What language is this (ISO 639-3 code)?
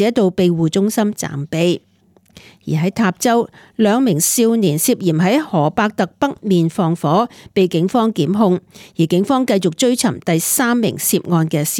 yue